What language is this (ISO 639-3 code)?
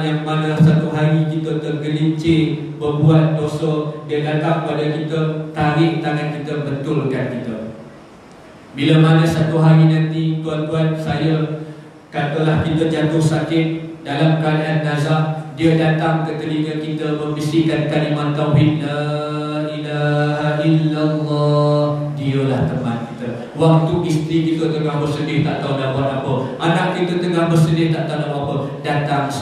msa